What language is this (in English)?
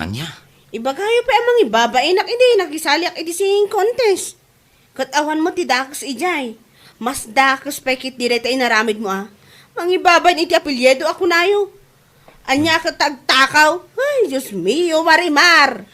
Iloko